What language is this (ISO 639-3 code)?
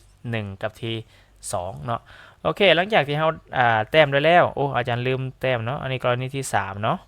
lao